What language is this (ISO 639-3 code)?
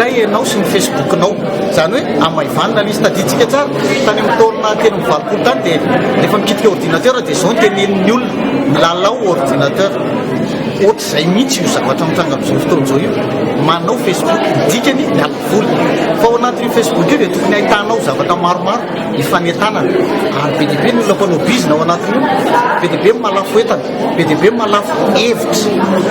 mlg